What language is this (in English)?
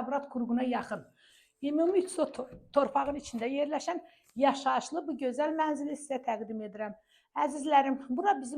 Azerbaijani